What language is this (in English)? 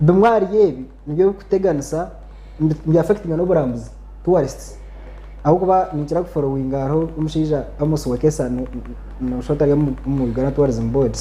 Nyankole